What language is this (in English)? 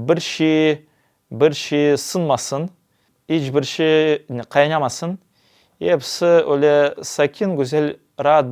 Crimean Tatar